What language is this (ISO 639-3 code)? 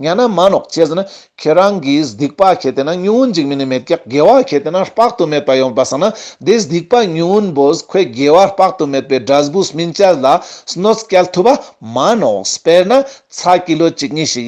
lbj